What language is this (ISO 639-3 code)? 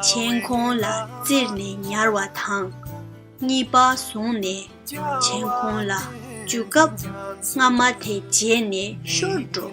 bod